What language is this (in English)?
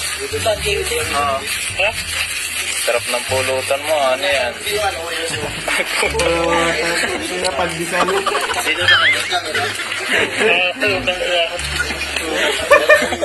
Filipino